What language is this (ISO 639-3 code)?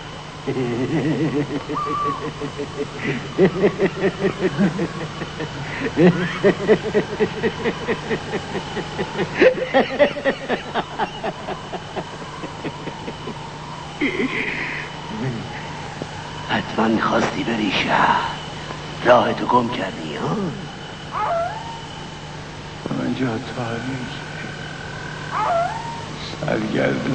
fas